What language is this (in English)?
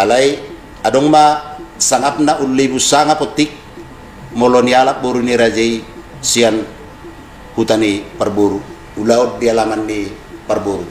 Batak Toba